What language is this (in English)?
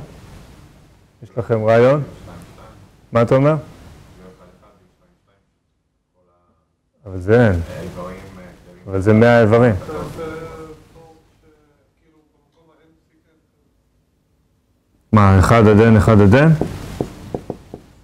Hebrew